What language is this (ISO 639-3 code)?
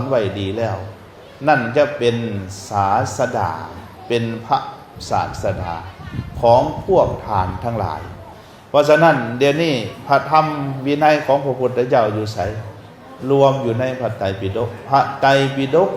lao